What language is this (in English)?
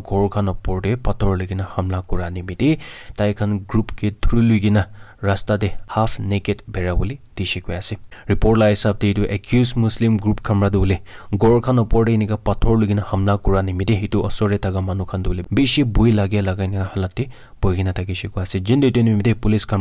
Naga Pidgin